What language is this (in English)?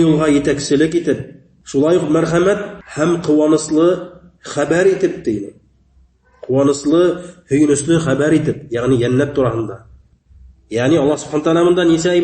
Bashkir